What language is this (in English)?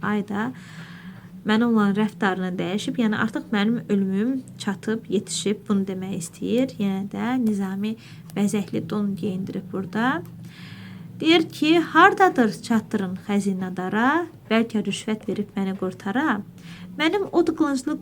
Azerbaijani